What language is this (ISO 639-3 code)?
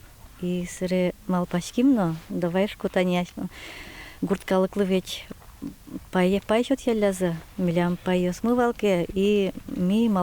udm